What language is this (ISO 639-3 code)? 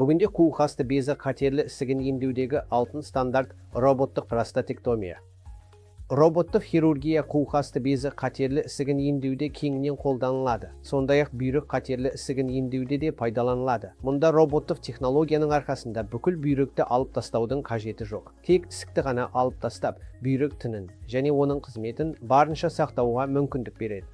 kaz